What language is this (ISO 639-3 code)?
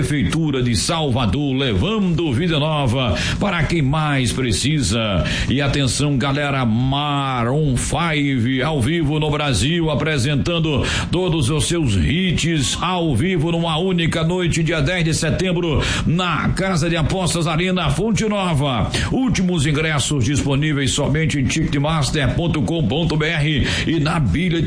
por